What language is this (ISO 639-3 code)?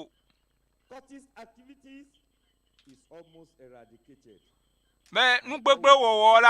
ewe